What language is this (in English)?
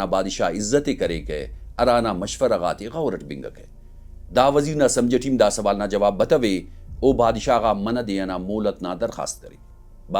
Brahui